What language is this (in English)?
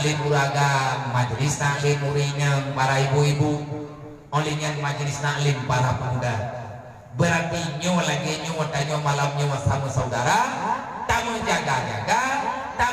Achinese